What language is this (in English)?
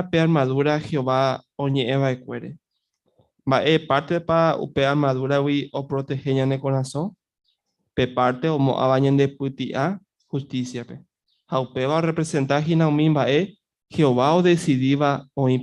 Guarani